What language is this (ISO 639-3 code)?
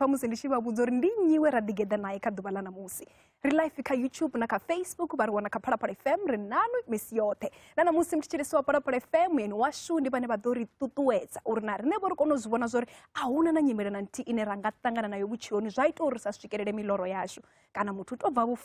ven